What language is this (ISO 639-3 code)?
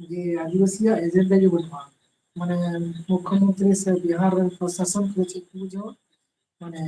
sat